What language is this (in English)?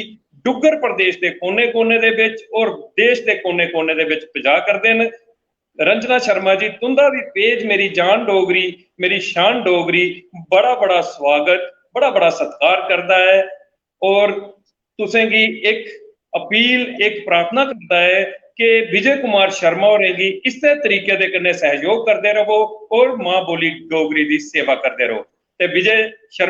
Dogri